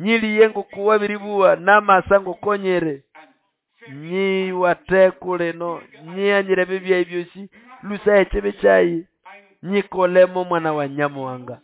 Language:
Nande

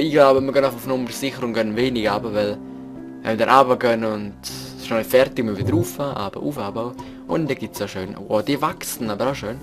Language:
Swiss German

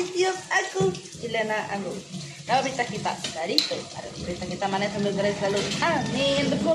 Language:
Iban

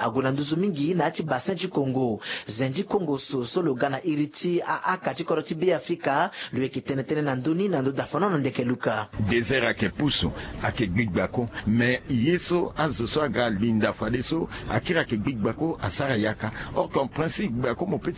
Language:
Sango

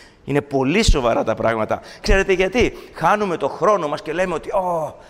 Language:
Greek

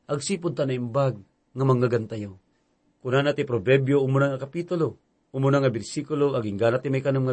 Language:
Iloko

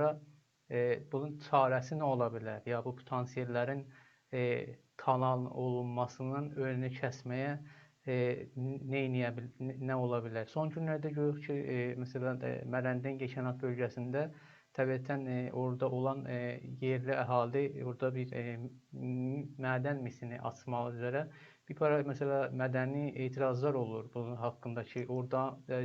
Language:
South Azerbaijani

